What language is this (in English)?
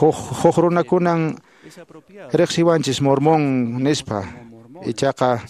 Quechua